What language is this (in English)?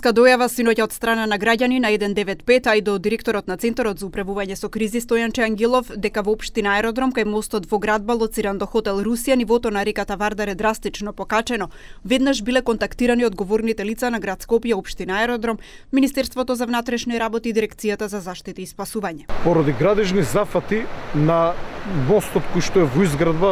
Macedonian